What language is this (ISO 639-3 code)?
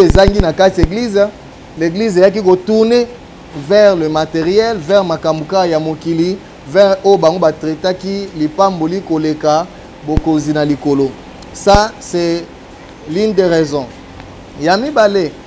lin